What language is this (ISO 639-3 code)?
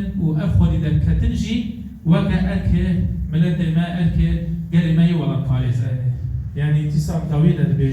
kur